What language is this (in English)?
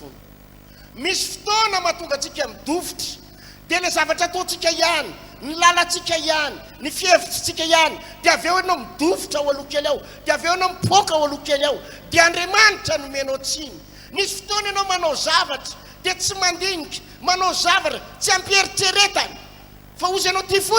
Malagasy